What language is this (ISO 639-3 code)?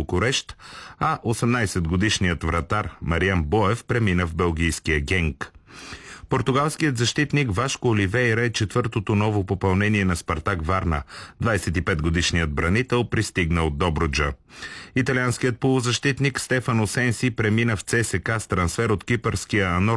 bul